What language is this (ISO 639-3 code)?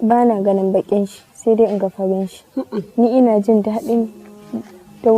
hau